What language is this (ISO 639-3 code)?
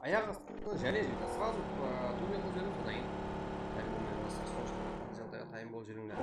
kaa